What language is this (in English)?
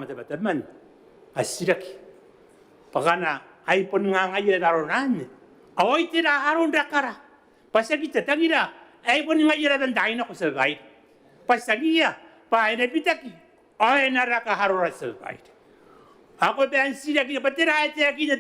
Gilbertese